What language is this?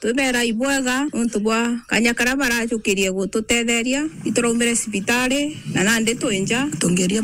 Meru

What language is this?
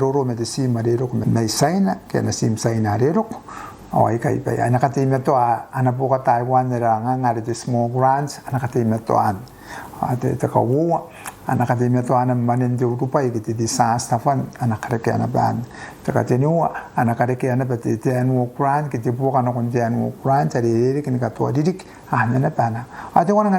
Gilbertese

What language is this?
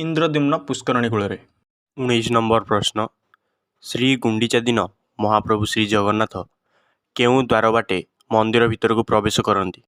Odia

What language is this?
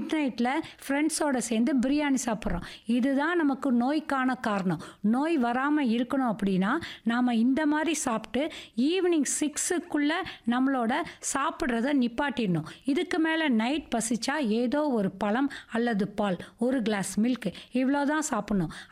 Tamil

